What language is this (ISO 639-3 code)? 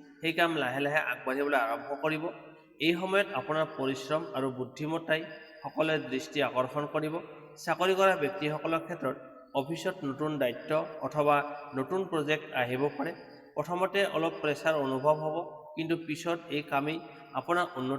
asm